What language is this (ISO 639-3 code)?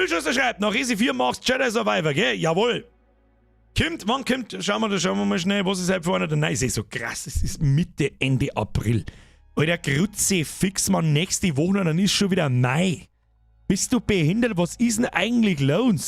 bar